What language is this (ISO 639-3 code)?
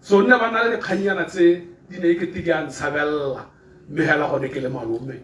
tsn